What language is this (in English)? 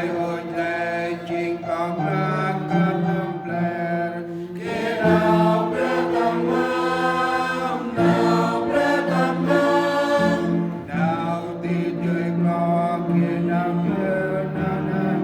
Central Mnong